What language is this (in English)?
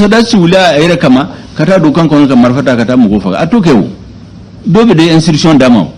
Bambara